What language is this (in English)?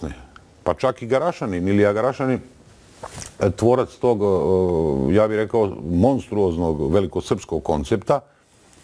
Croatian